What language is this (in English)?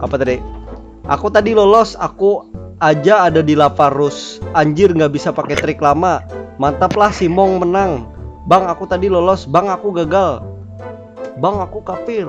Banjar